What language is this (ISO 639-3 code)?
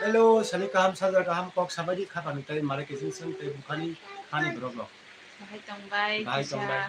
trp